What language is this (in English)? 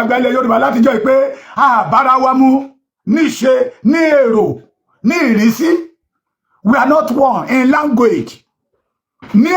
Yoruba